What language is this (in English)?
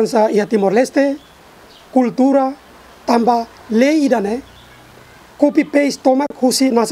Tetum